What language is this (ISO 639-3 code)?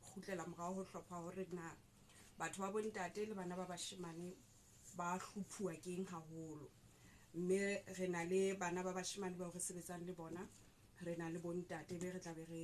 sot